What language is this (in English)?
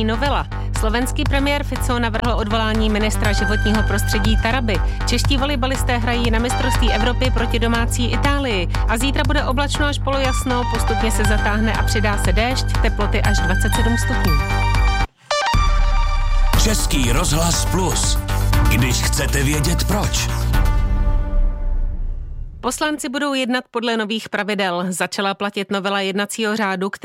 Czech